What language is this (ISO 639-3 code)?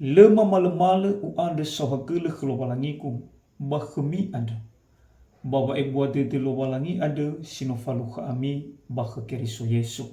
nia